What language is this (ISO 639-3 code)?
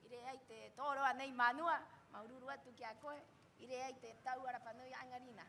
rap